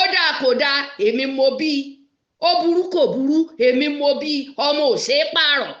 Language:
Yoruba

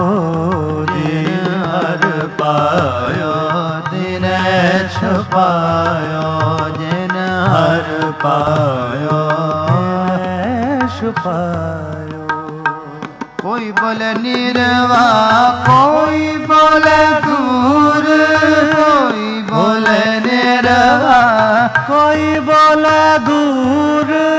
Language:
Punjabi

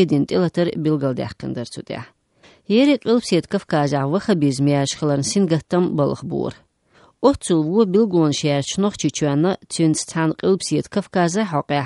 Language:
Chechen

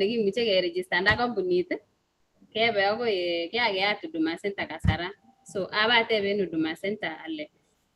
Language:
Kalenjin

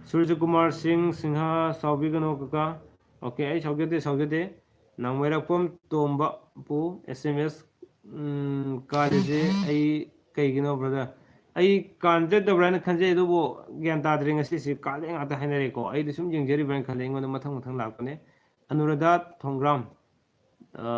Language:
Manipuri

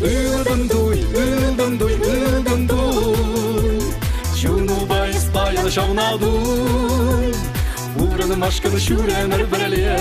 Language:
Chuvash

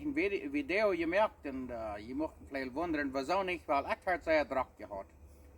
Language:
Plautdietsch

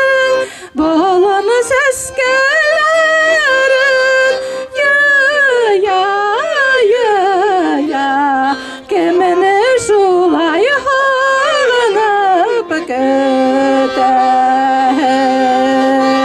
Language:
Bashkir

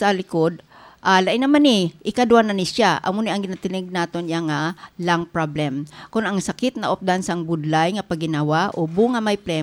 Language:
Hiligaynon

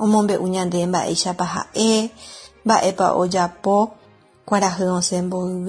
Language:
Guarani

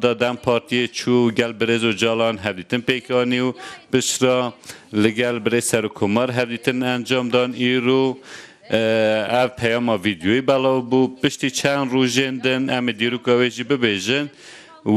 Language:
Kurdish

